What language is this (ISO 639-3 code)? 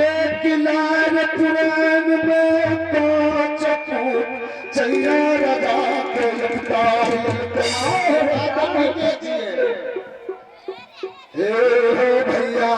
mai